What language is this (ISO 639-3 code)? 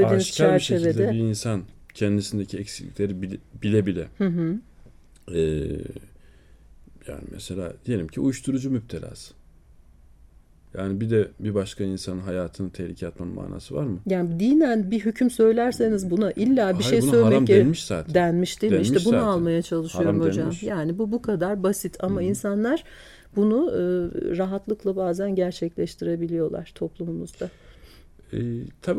tur